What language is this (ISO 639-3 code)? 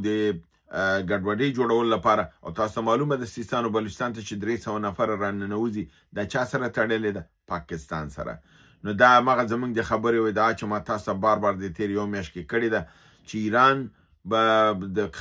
pus